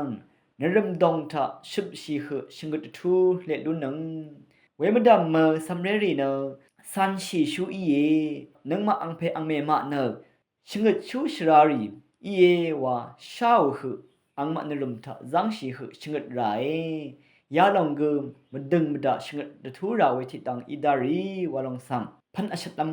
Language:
Rawang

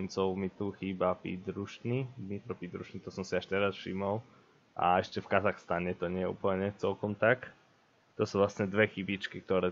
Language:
Slovak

